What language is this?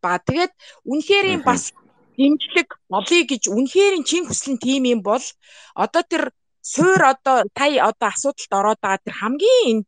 Mongolian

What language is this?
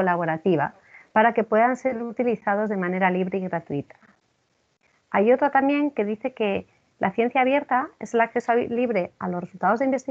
Spanish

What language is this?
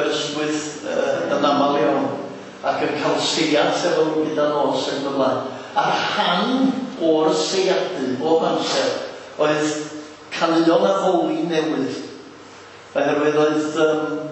Welsh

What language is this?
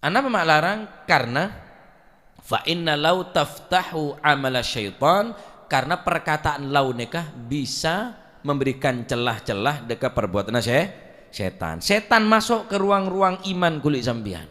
Madurese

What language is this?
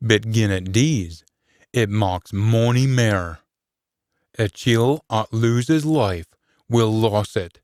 Scots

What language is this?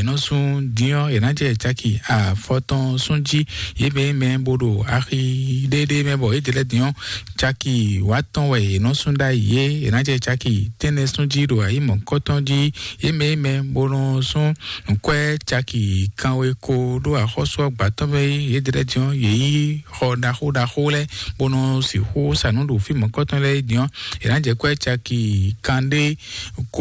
Fon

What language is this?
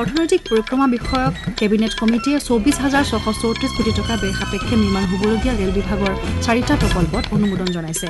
Assamese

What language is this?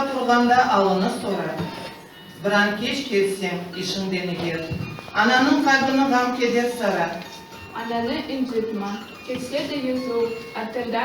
Crimean Tatar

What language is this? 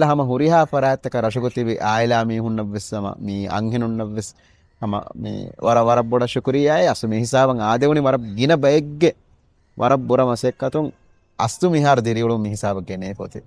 Divehi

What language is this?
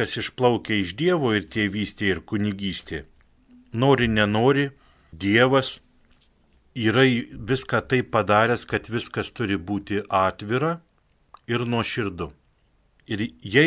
Lithuanian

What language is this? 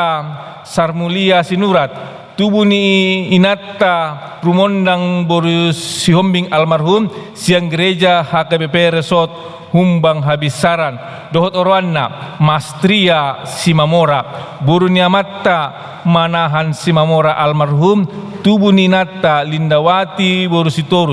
Batak Toba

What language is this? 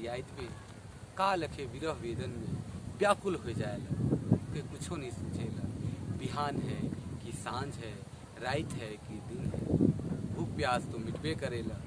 Sadri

